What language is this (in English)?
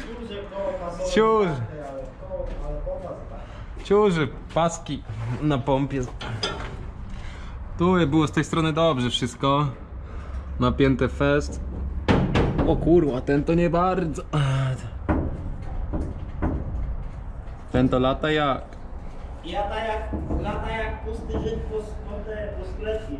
Polish